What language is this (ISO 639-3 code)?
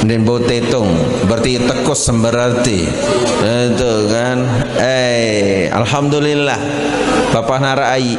sas